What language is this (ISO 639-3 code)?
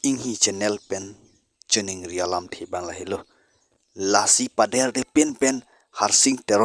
mjw